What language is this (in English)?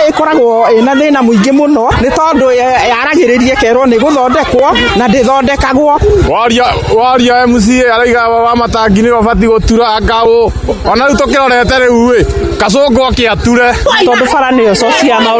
Kikuyu